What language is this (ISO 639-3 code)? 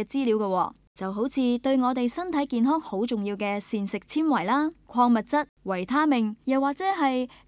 yue